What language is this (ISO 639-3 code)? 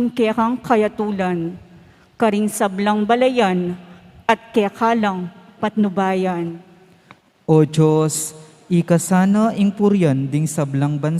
pam